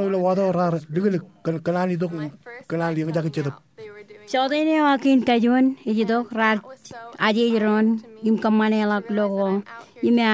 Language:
Marshallese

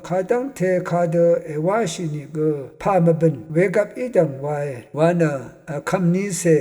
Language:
Rawang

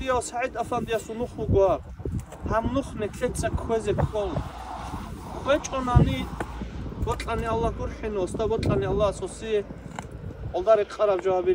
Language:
Avaric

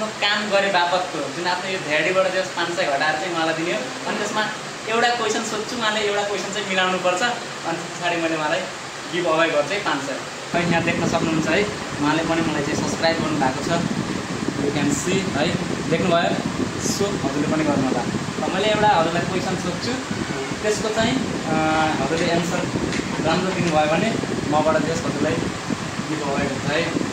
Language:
Nepali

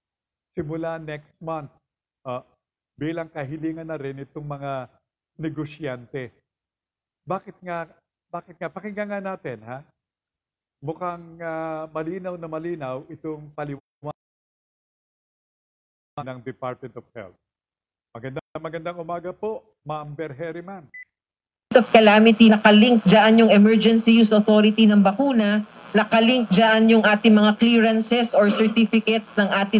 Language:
Filipino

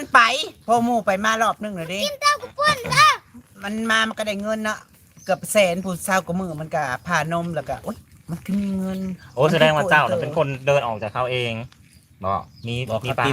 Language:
Northeastern Thai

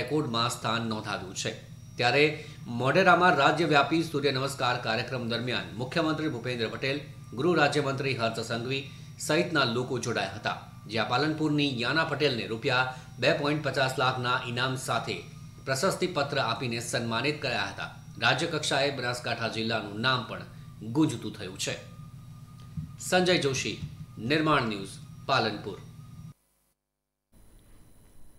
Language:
Gujarati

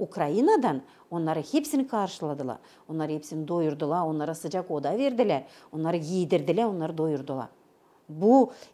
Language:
Gagauz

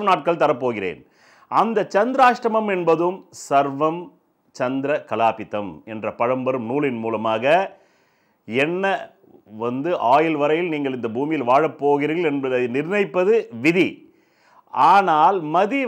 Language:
Tamil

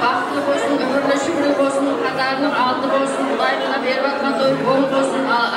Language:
Kara-Kalpak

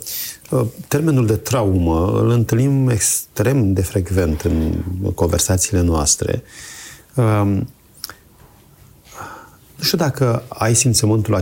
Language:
Romanian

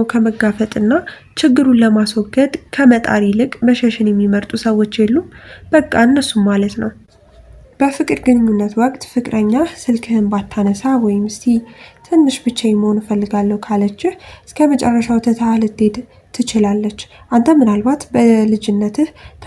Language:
Amharic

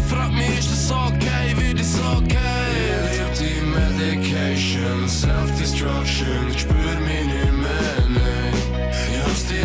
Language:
Swiss German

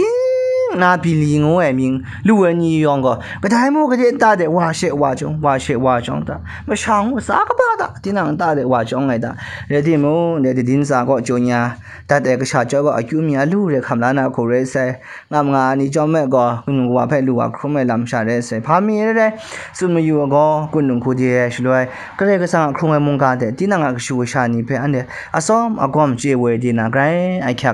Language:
Kachin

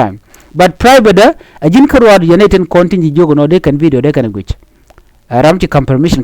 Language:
Nuer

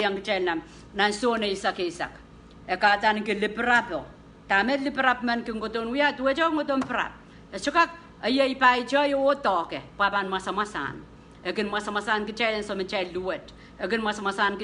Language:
Pohnpeian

